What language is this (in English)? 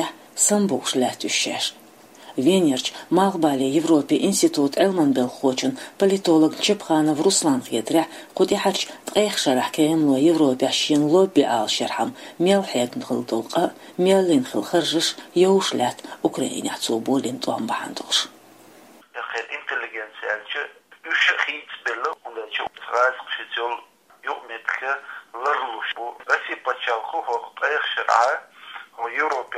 Chechen